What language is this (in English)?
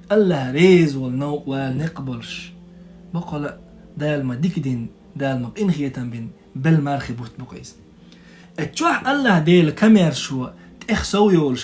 Chechen